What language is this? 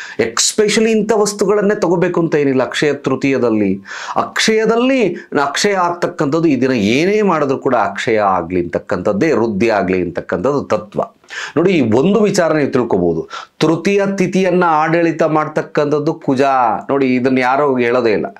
Kannada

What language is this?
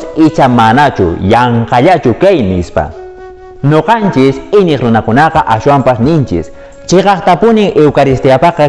Quechua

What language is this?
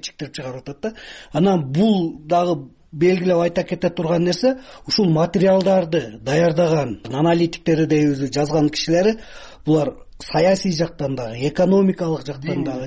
Kyrgyz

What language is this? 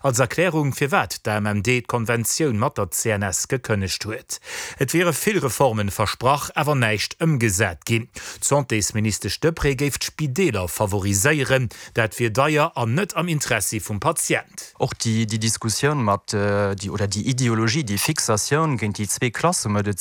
Luxembourgish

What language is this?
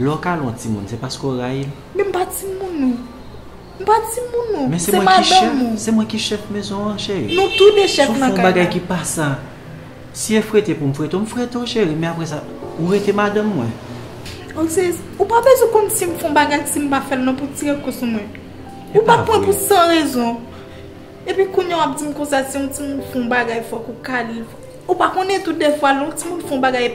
Haitian Creole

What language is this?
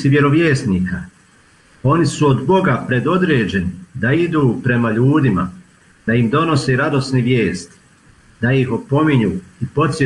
Bosnian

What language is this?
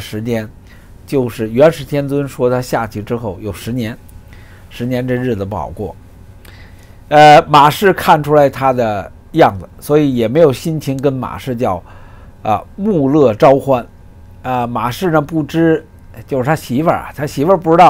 Chinese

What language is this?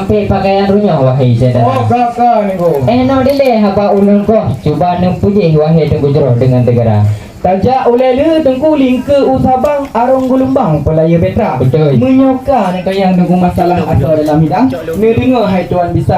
Achinese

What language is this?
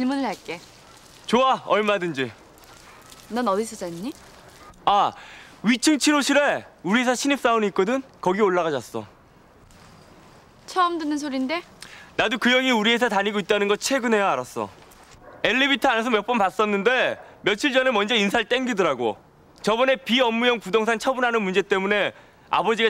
Korean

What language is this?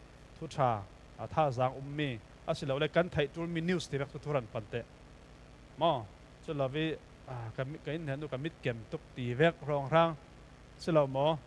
Falam Chin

